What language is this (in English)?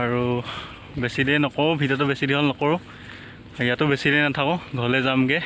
Assamese